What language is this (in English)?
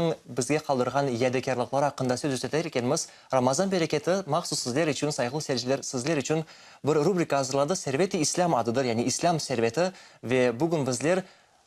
Crimean Tatar